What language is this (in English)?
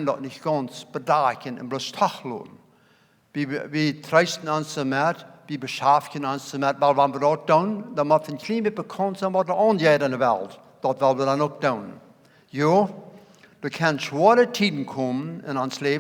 Plautdietsch